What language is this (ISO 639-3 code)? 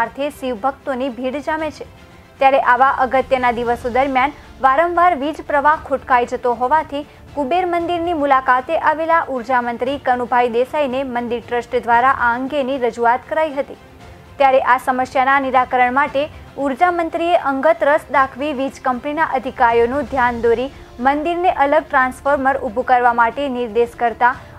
guj